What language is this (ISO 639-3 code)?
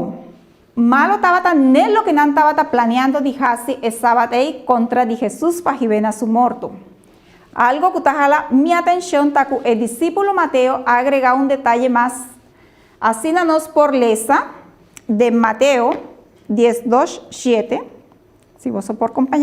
pap